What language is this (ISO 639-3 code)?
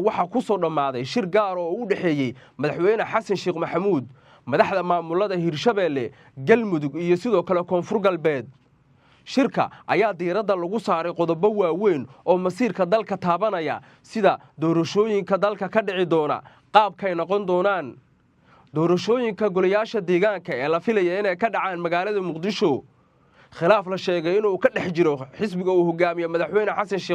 som